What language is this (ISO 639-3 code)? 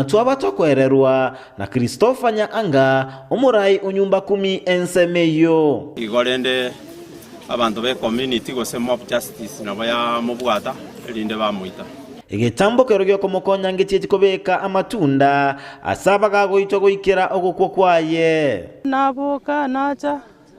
guz